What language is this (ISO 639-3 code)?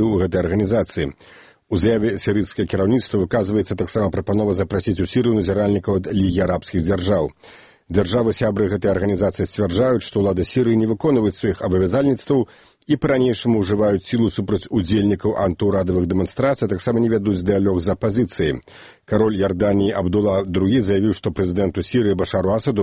bel